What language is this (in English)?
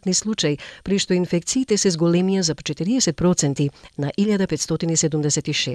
Macedonian